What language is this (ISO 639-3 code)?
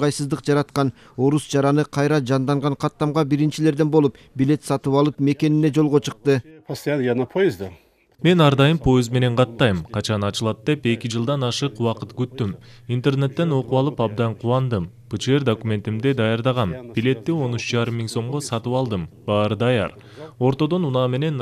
kir